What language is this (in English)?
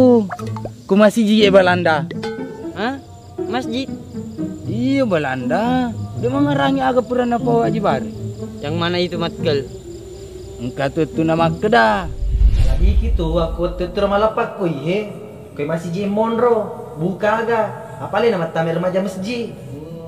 Buginese